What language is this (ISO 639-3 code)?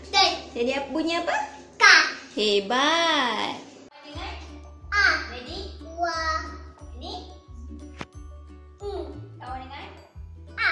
msa